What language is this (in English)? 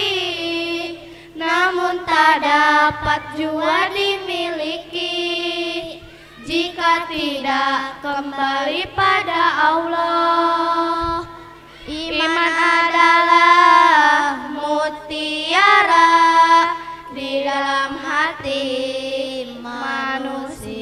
Indonesian